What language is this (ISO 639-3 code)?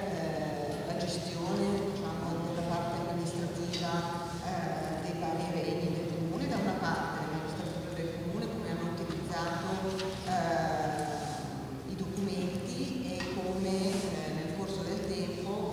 ita